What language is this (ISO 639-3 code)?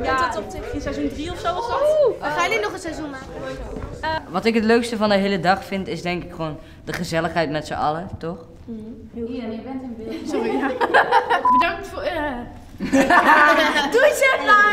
nld